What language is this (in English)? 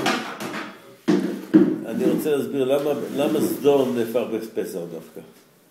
Hebrew